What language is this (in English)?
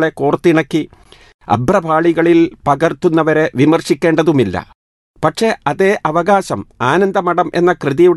Malayalam